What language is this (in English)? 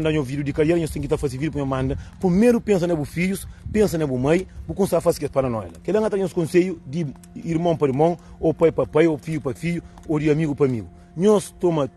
Kabuverdianu